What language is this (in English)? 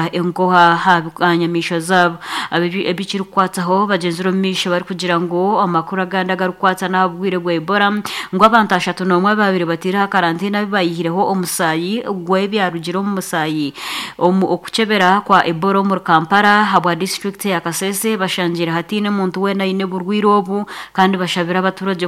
Nyankole